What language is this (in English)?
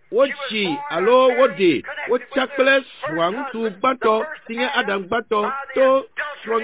Ewe